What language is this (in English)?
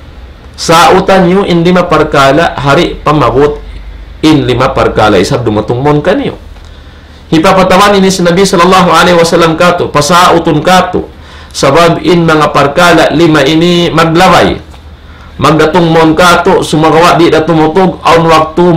Tausug